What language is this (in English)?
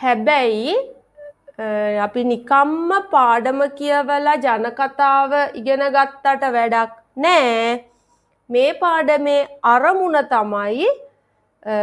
Sinhala